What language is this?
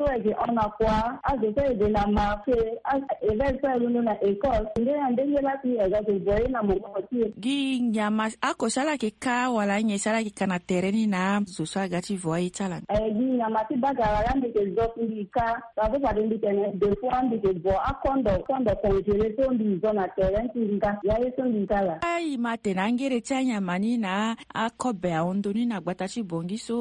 Sango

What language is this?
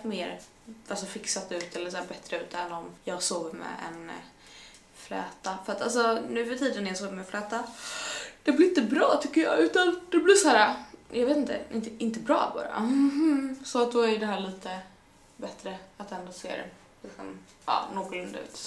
Swedish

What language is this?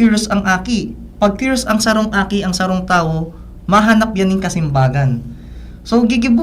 Bikol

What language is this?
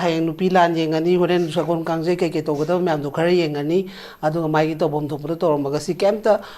Manipuri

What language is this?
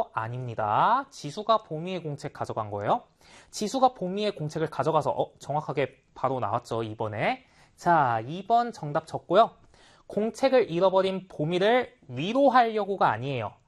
Korean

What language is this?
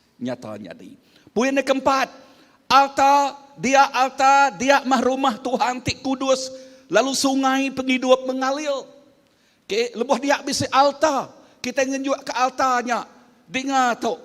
Iban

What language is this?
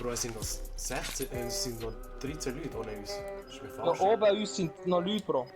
Swiss German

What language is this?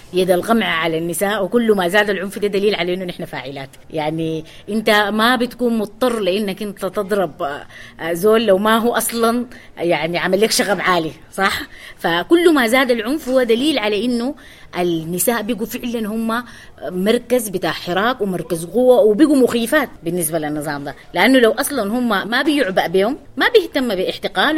Sudanese Arabic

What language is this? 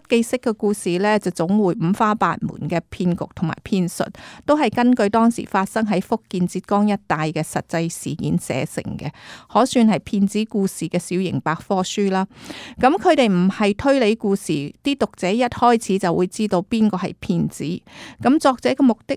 Cantonese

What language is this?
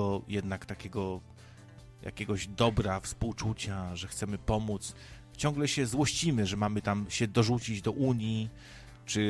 Polish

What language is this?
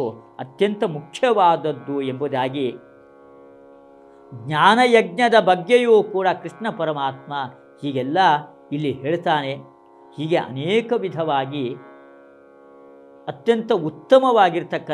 Kannada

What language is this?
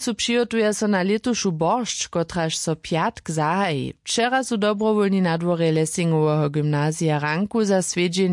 Upper Sorbian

